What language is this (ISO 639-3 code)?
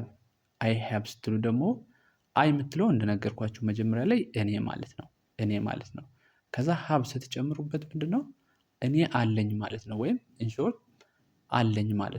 amh